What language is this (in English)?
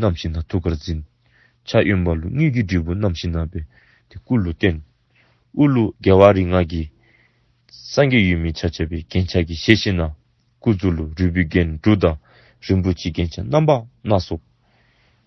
Dzongkha